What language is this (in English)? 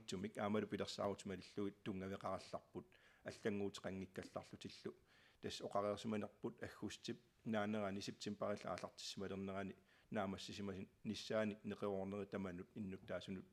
Kalaallisut